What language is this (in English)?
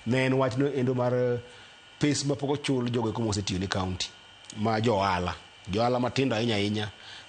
Luo (Kenya and Tanzania)